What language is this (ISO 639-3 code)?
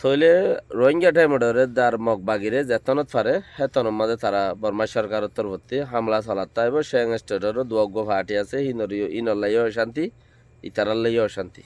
rhg